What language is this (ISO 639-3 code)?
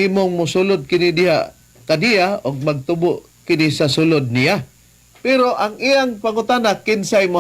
ceb